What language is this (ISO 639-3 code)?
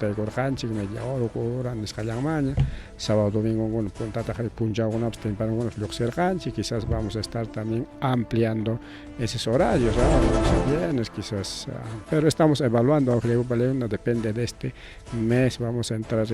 quy